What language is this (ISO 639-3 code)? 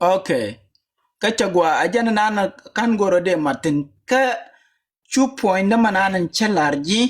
nus